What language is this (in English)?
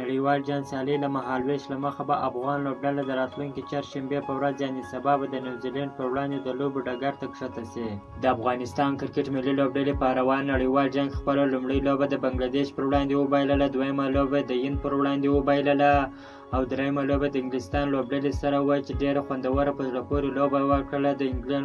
Pashto